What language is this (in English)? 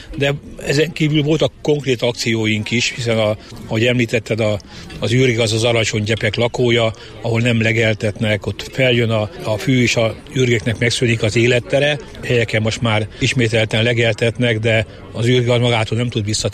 Hungarian